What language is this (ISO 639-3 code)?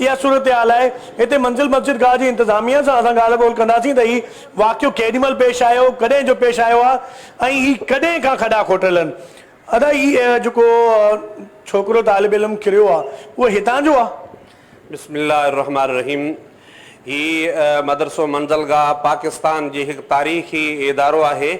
snd